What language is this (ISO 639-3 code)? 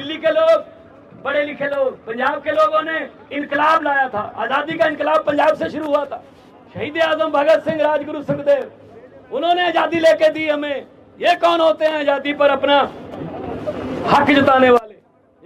hin